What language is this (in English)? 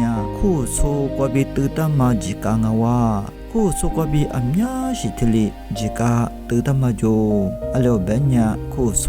Lisu